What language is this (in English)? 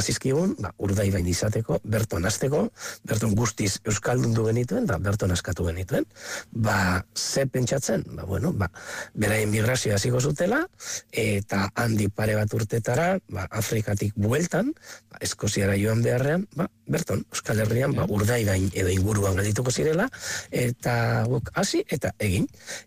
Basque